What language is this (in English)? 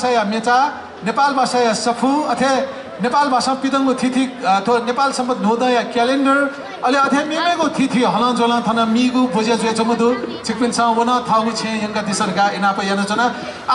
Newari